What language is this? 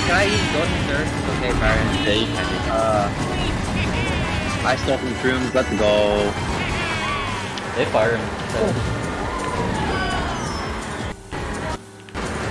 English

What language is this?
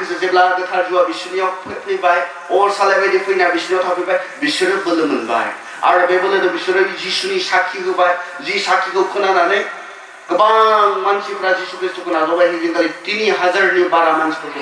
Bodo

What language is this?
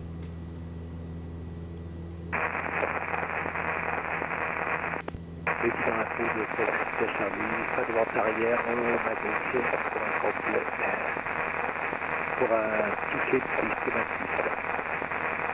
French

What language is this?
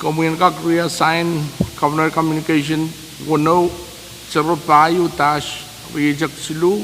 Pohnpeian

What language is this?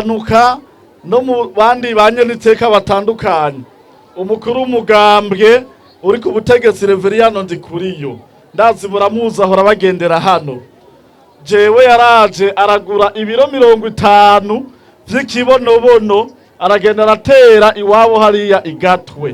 Rundi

